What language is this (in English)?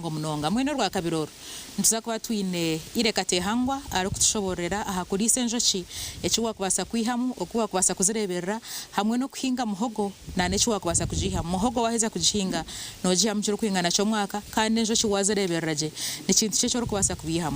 Nyankole